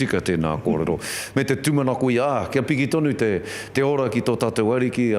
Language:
Māori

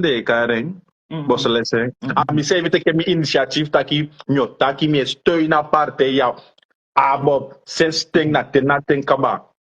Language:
Sranan Tongo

